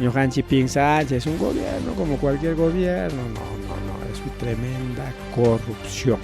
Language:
Ayacucho Quechua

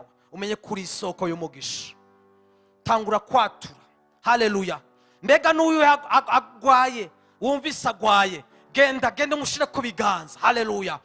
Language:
Rundi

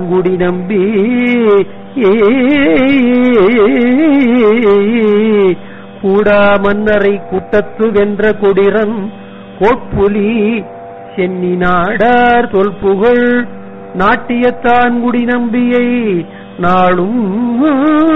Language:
Tamil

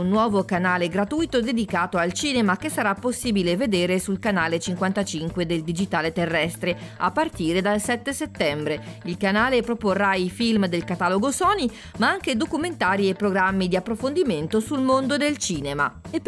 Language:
Italian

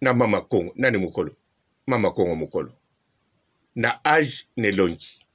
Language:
Lingala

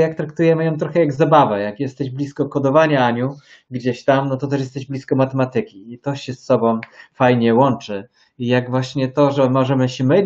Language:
Polish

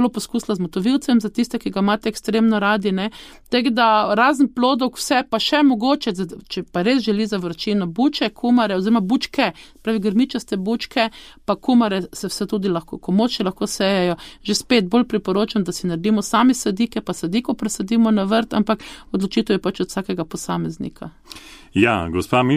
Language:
Slovenian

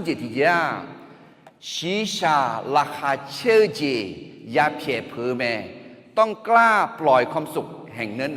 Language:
Akha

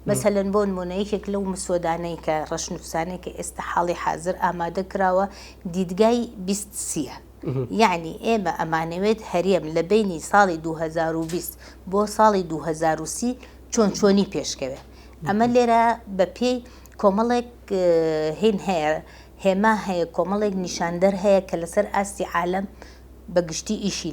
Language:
Central Kurdish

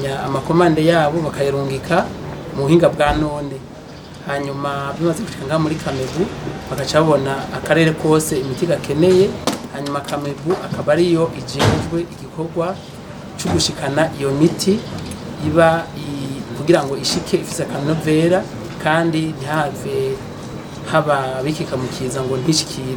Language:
Rundi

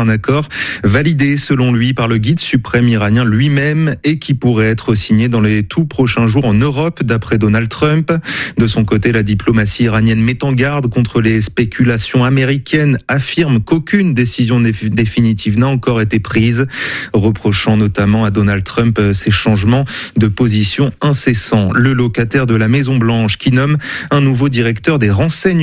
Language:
French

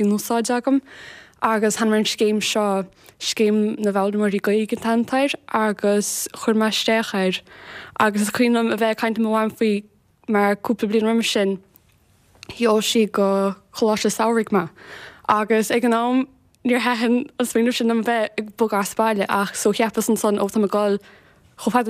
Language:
Irish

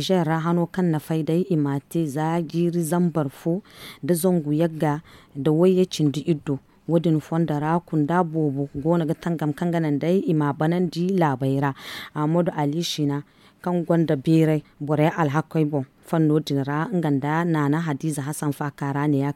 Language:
Zarma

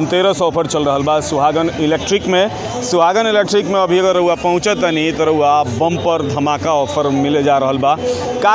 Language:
Bhojpuri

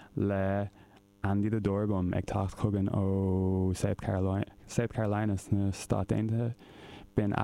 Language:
Irish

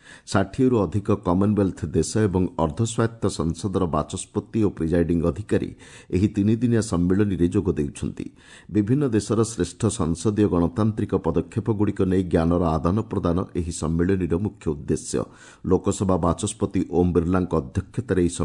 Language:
Odia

